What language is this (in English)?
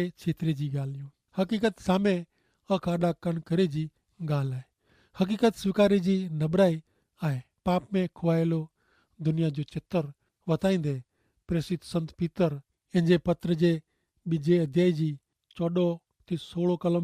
Kachhi